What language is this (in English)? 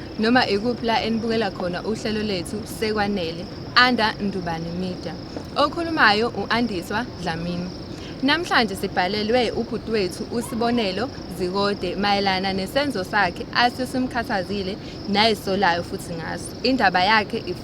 Zulu